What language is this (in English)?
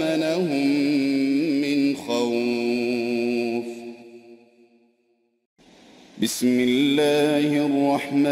Arabic